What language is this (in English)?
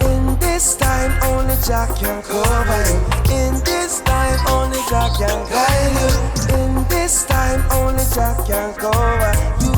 Jamaican Creole English